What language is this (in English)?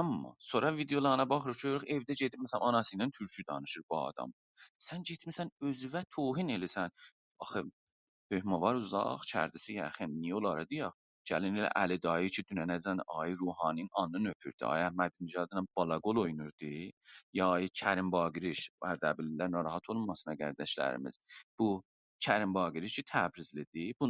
South Azerbaijani